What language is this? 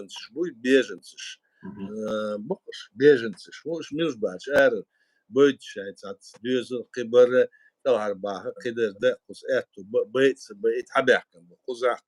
Chechen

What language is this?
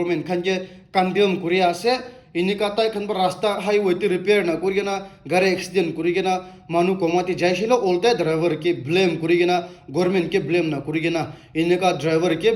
Naga Pidgin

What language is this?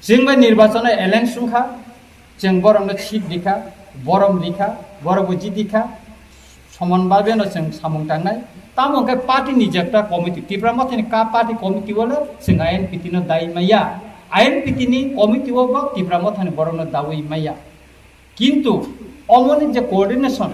Kok Borok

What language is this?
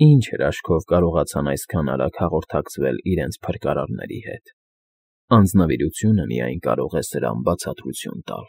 Armenian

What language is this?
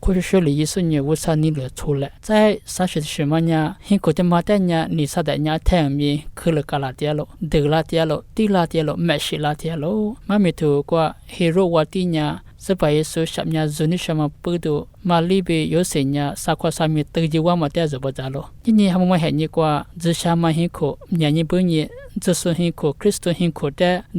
Lisu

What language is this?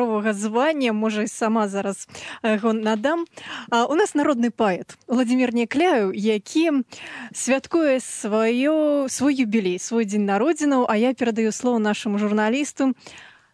Belarusian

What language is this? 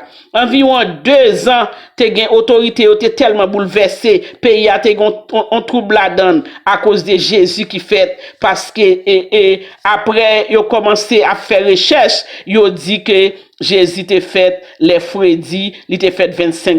Haitian Creole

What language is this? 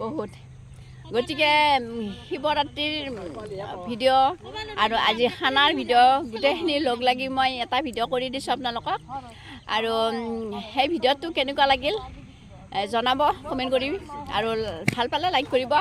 Assamese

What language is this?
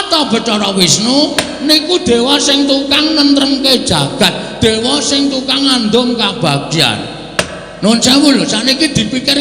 Javanese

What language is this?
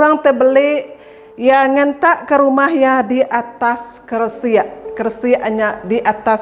Iban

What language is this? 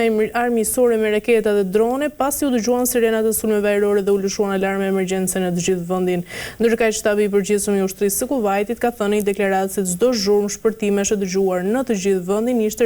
Albanian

